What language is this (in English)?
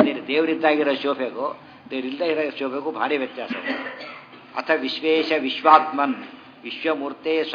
Kannada